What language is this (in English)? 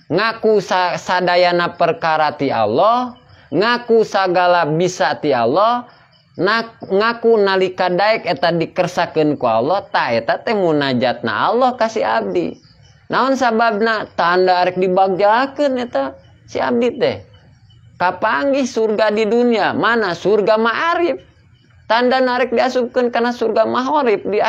Sundanese